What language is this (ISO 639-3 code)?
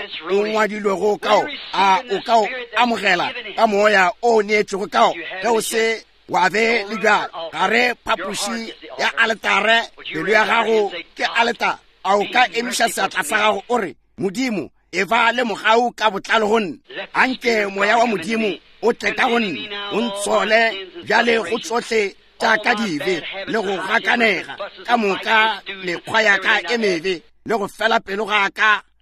nso